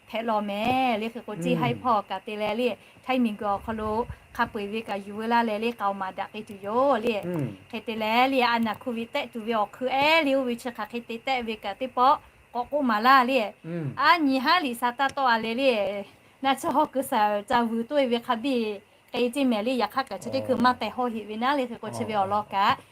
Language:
Lahu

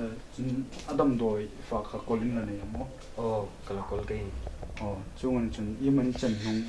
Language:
Hmar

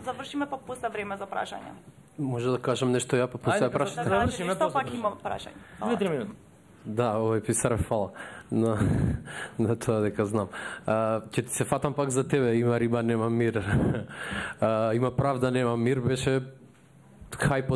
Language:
Macedonian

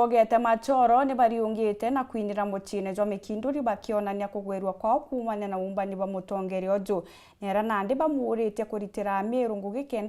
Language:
Meru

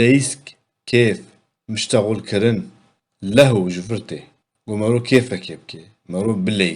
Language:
Kurdish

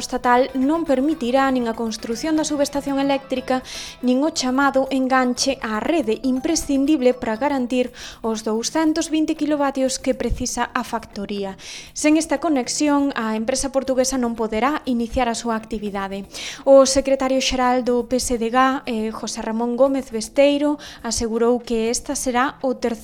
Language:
Galician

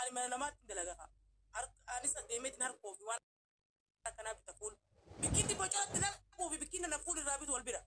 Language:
Oromo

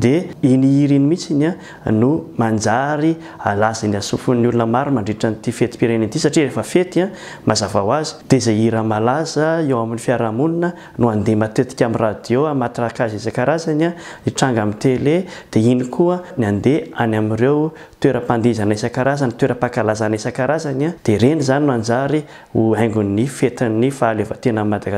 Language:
Malagasy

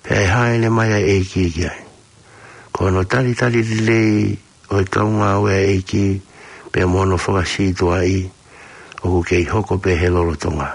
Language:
Tongan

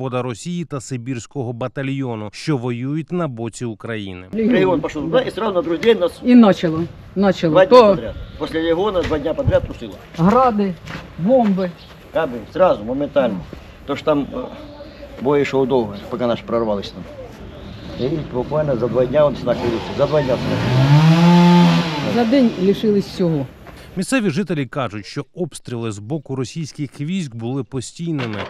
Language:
Ukrainian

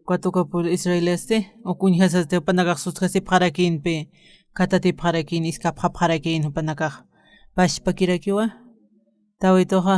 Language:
Aymara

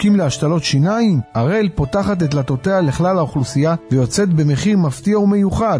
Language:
Hebrew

